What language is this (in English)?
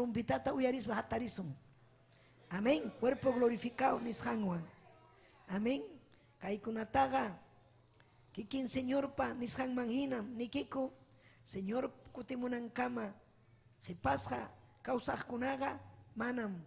Ayacucho Quechua